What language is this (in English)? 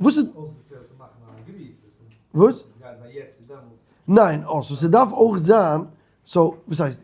Yiddish